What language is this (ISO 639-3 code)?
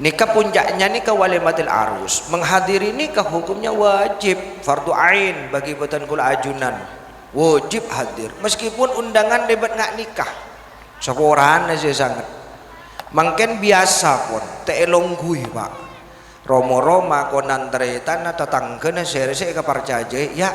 mad